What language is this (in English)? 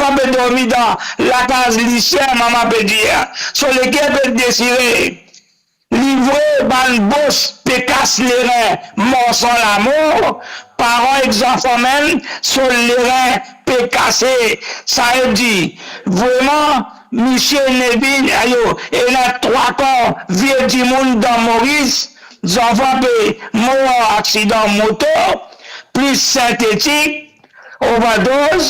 Morisyen